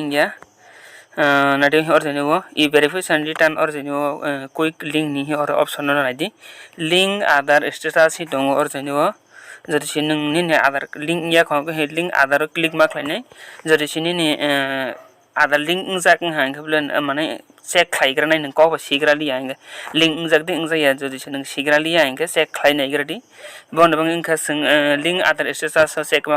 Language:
Kok Borok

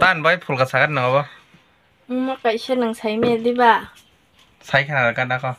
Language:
Kok Borok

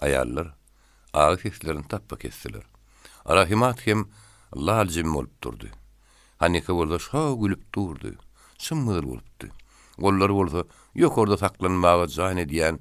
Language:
Turkmen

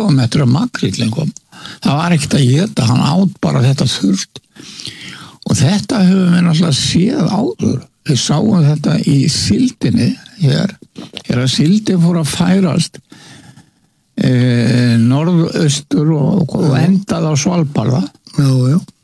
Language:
Icelandic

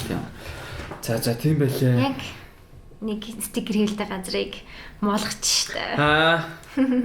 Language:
Mongolian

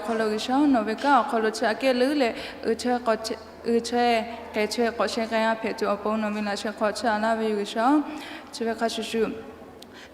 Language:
Lahu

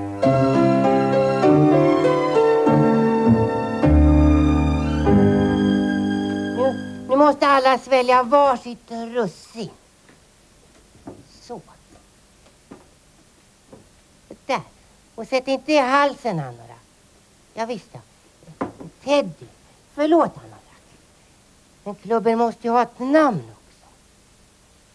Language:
Swedish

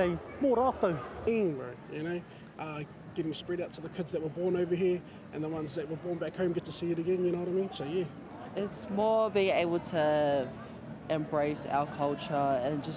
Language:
Māori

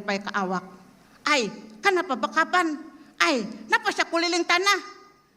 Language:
Banjar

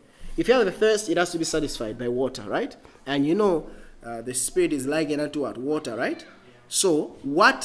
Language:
English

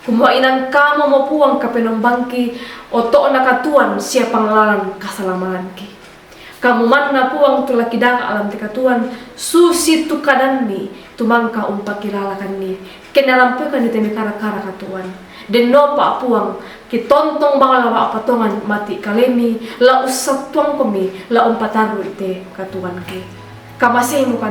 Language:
Toraja-Sa'dan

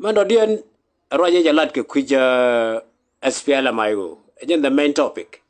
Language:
Nuer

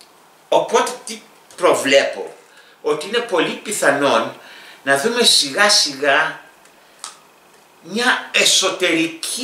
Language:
Greek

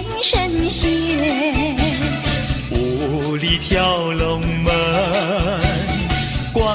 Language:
Chinese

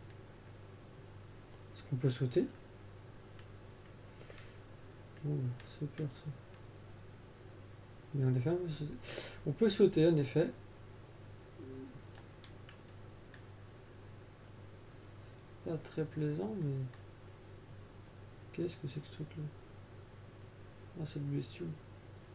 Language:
French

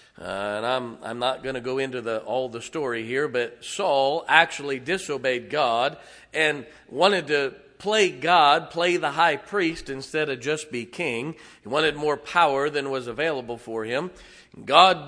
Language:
English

